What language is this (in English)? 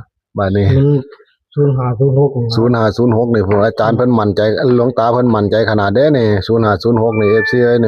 Northeastern Thai